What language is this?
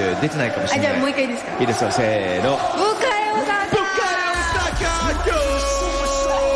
Japanese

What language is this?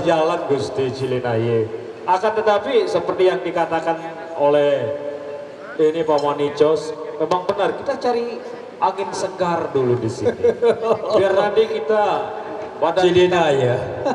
Sasak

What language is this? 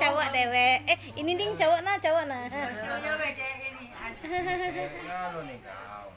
Musi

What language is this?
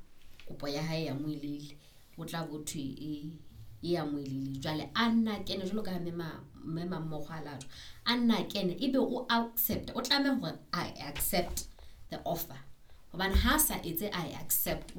Southern Sotho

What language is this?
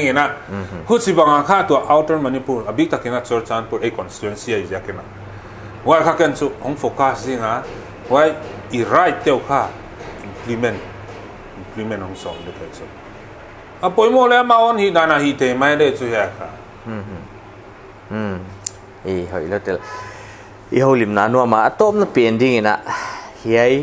Paite Chin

